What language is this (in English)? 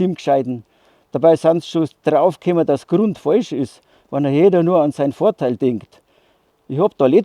Bavarian